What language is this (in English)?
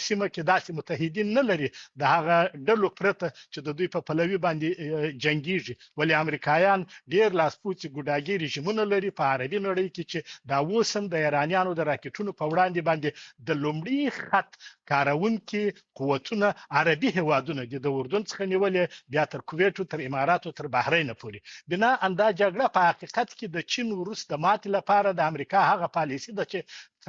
Pashto